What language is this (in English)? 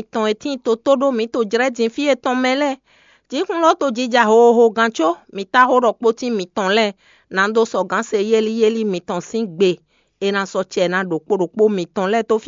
Fon